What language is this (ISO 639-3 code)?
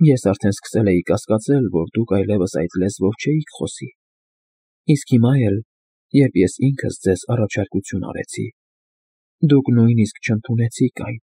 hye